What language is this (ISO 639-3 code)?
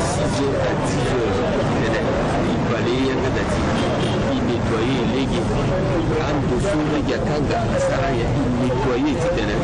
sag